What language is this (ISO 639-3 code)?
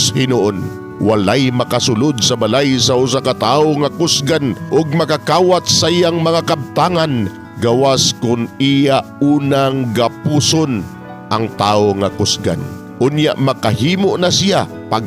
ceb